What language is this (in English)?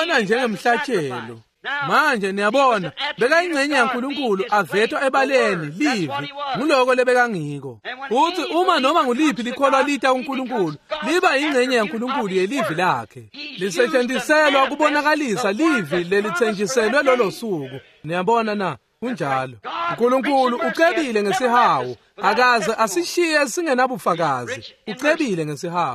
Swati